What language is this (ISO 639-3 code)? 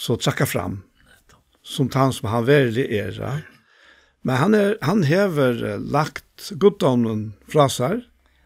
fao